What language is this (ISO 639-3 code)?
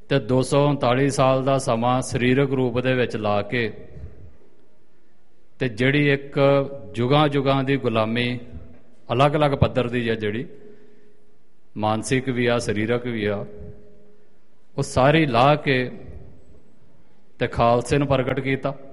pan